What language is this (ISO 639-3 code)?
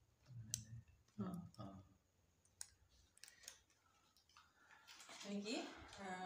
mal